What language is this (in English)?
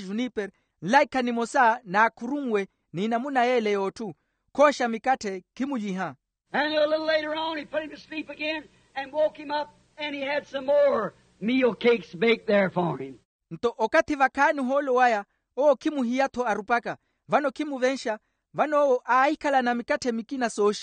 Makhuwa